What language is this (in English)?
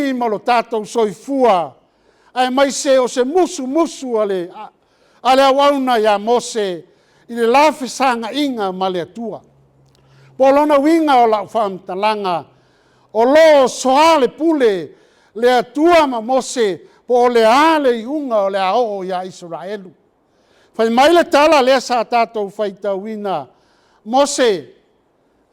Samoan